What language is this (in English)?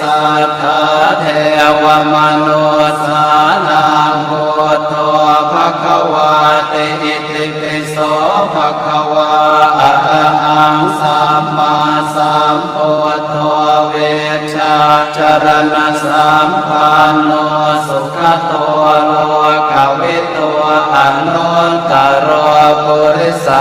Pali